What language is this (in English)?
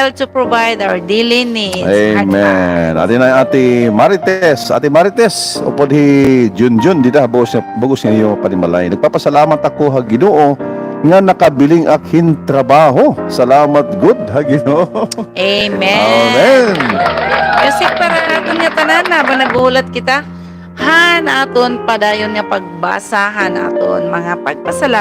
Waray